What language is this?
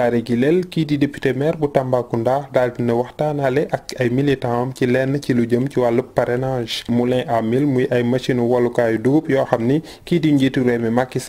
Wolof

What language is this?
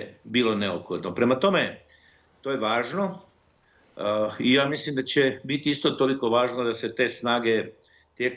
Bosnian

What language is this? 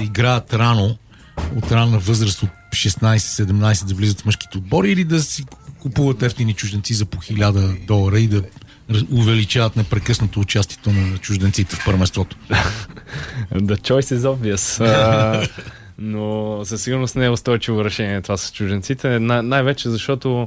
Bulgarian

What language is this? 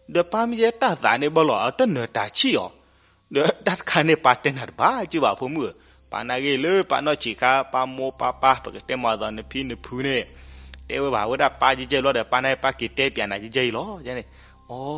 S'gaw Karen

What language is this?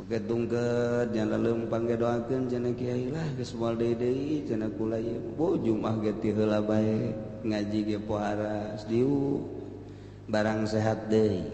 Sundanese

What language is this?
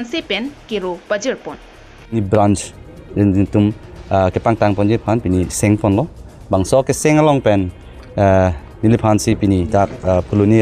Karbi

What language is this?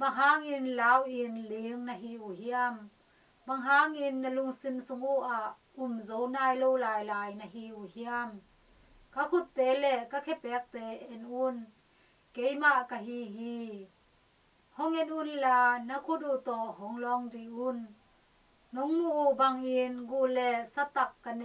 Tedim Chin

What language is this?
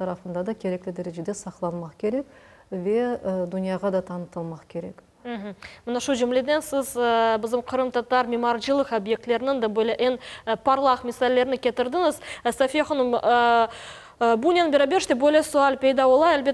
Crimean Tatar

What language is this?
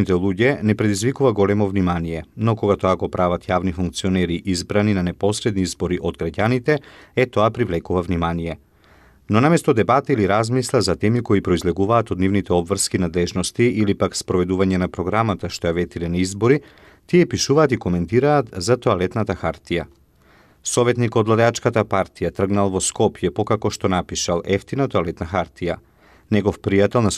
Macedonian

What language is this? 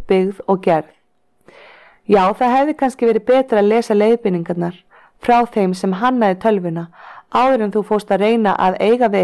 Icelandic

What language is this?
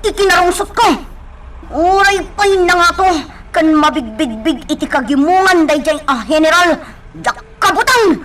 Iloko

